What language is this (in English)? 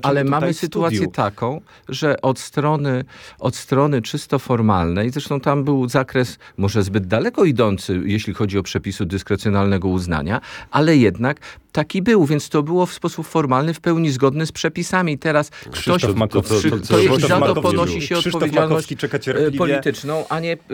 Polish